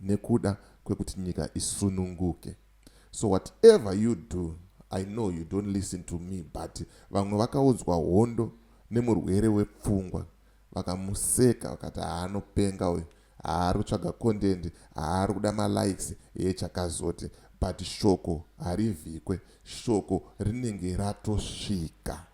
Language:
Shona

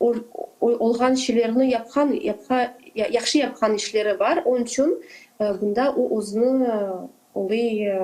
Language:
Crimean Tatar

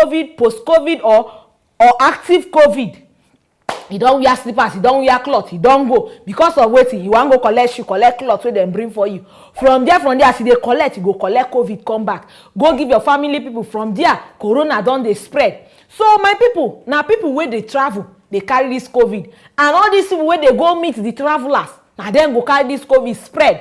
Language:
Nigerian Pidgin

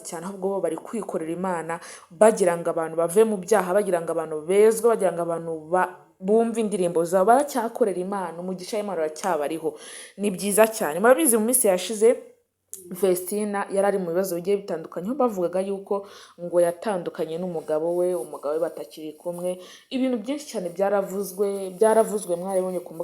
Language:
Kinyarwanda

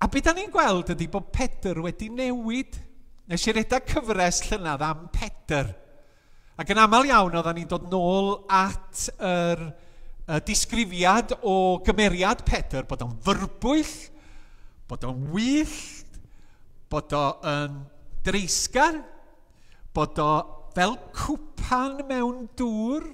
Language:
Welsh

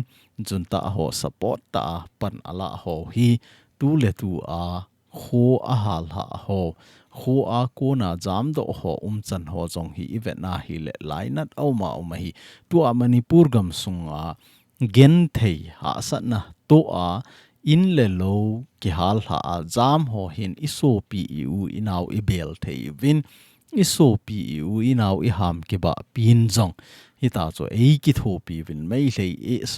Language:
Thado Chin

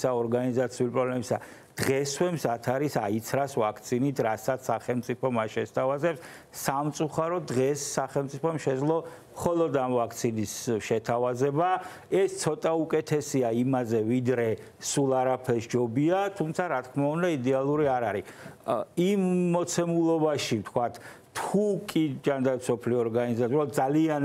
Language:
Georgian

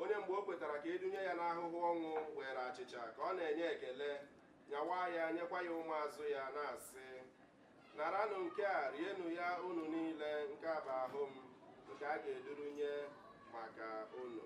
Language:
Igbo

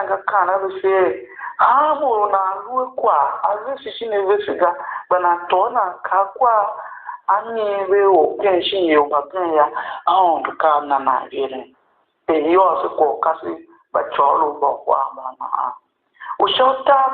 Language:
Tiv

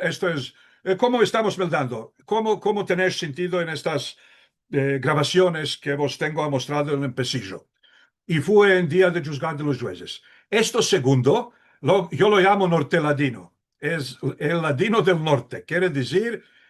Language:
Ladino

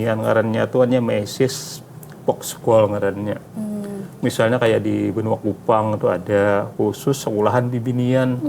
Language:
Banjar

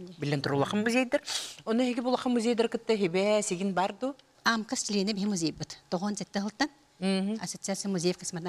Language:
Yakut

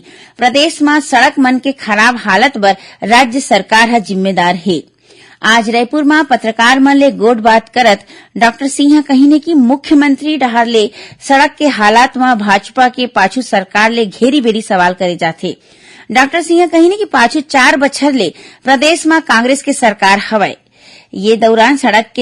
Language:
Chhattisgarhi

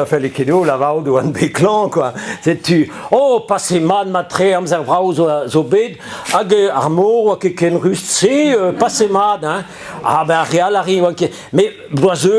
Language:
Breton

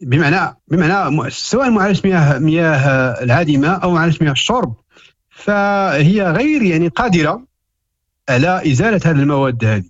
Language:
Moroccan Arabic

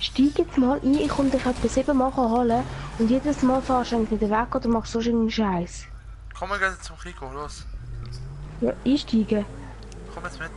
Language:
Swiss German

